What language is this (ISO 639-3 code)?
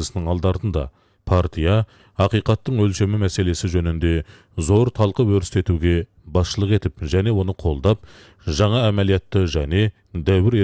kaz